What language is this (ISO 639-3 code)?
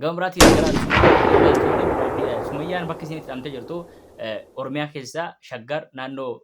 orm